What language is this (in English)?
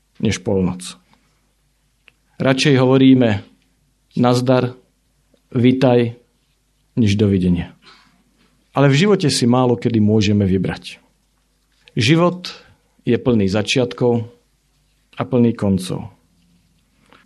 Slovak